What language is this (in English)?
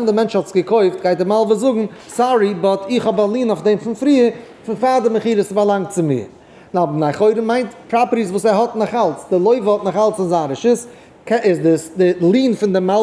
Yiddish